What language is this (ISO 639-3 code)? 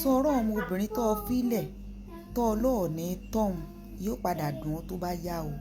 yor